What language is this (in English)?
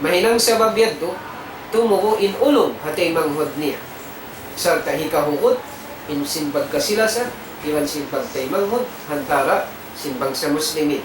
Tausug